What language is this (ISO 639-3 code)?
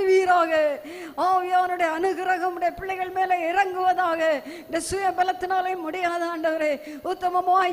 tam